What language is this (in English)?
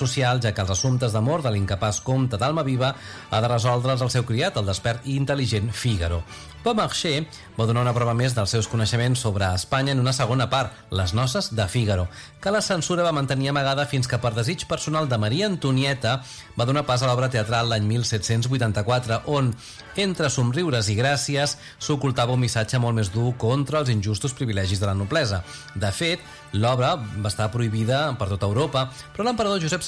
Catalan